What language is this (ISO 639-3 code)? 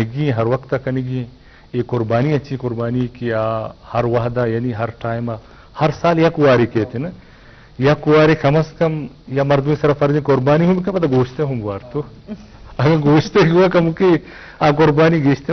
bgp